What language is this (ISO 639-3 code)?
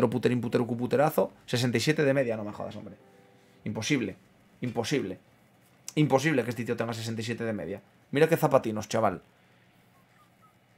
spa